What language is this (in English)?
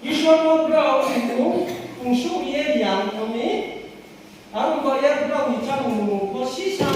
Riang (India)